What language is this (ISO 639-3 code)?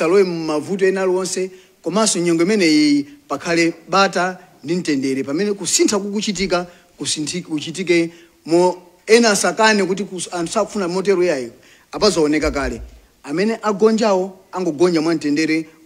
nya